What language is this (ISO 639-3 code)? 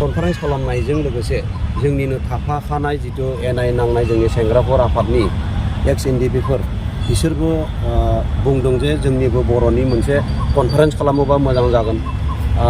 brx